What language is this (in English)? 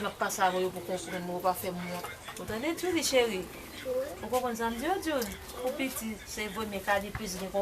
Haitian Creole